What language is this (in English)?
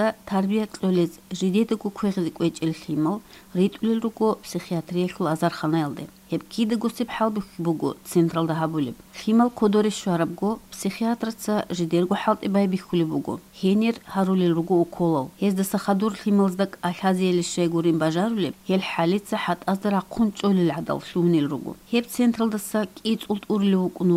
Avaric